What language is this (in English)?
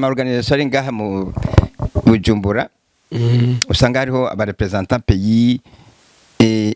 Rundi